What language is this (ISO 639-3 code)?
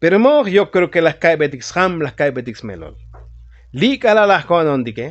tzo